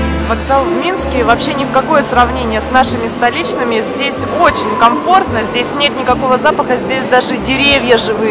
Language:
Russian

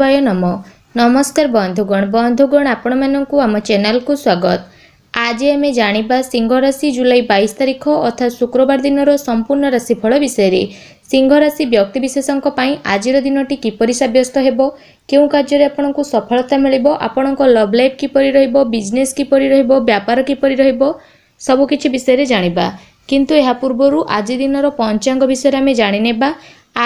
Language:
Odia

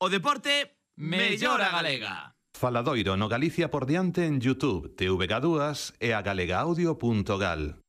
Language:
Galician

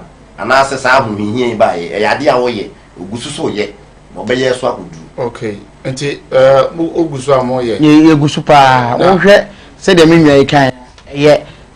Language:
Akan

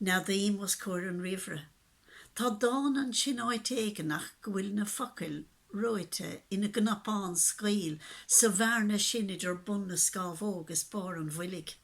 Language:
Irish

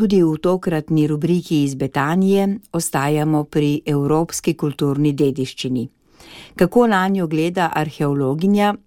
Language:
Slovenian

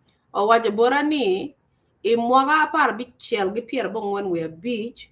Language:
Acoli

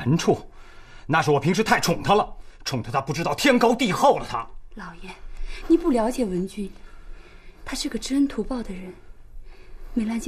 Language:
Chinese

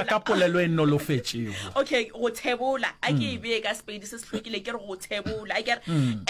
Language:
Northern Sotho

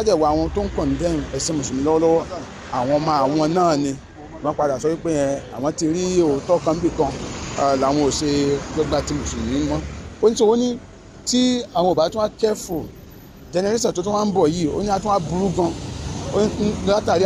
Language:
Yoruba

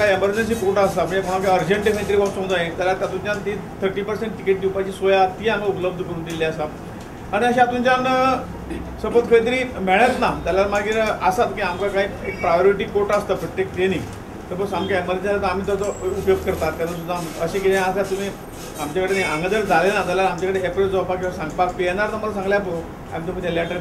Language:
Konkani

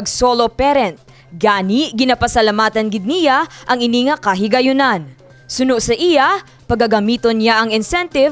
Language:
Hiligaynon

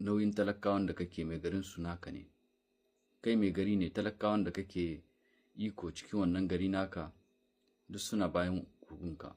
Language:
Hausa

